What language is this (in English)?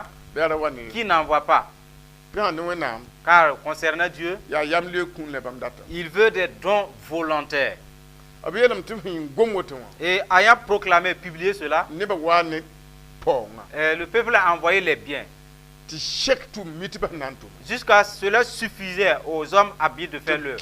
Mossi